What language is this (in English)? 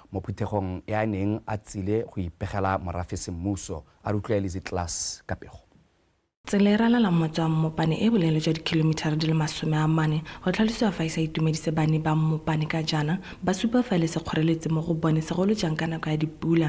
Tswana